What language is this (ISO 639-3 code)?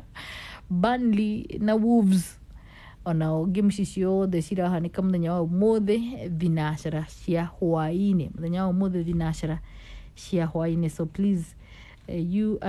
kik